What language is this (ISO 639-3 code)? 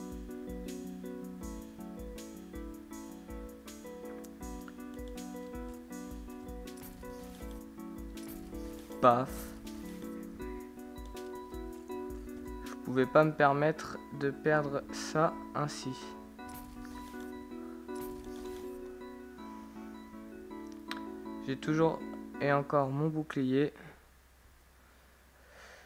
fra